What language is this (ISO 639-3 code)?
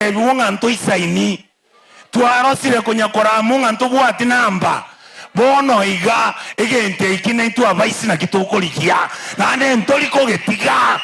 guz